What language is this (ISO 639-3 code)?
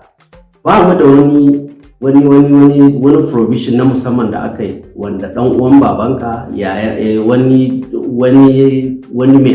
hau